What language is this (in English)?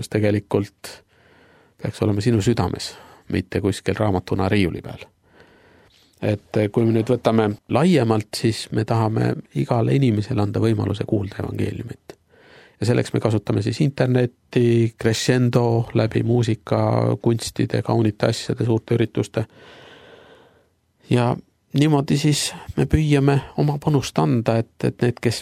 Estonian